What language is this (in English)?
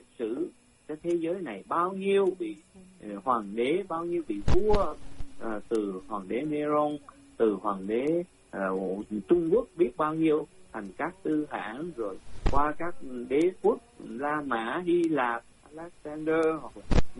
Vietnamese